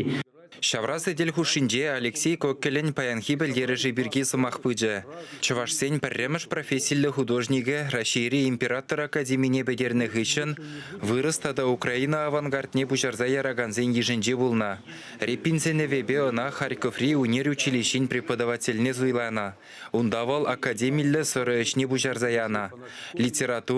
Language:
Chuvash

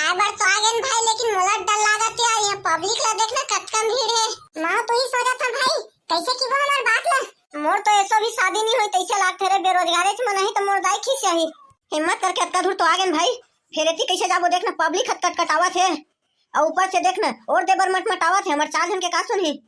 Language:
Chhattisgarhi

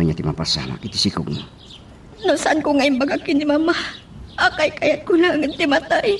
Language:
Iloko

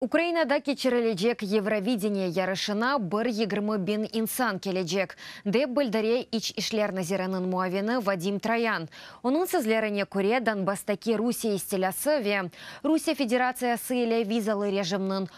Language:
Crimean Tatar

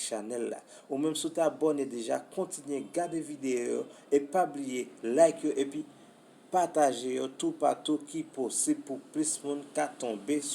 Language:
Haitian Creole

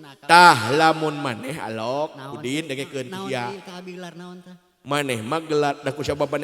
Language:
Sundanese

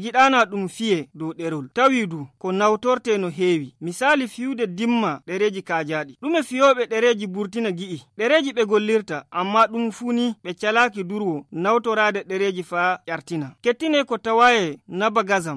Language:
Fula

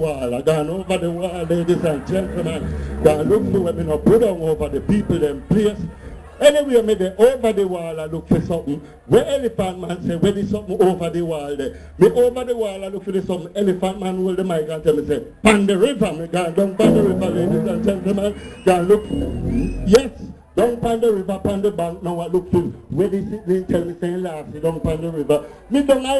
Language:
Jamaican Creole English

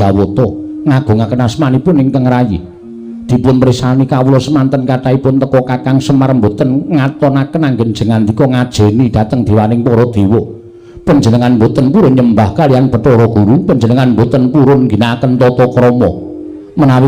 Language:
Javanese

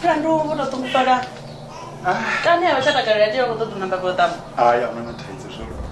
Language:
Venda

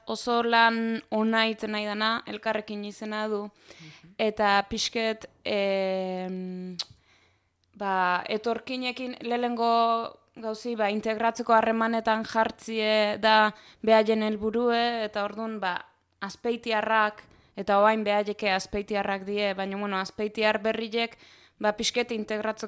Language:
Basque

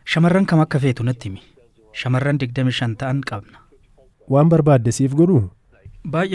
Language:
Oromo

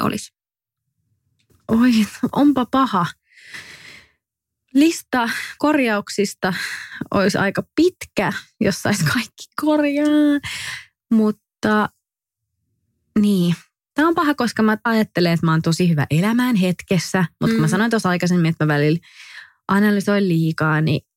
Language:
Finnish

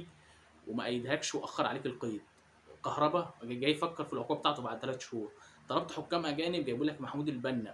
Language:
Egyptian Arabic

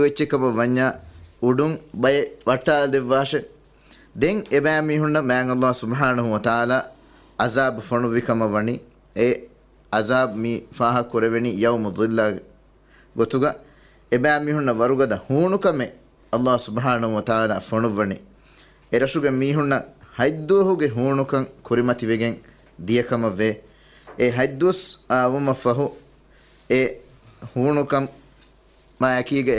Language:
Divehi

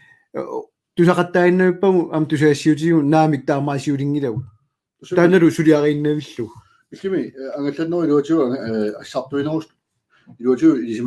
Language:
Kalaallisut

